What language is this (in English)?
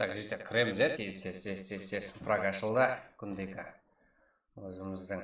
Kara-Kalpak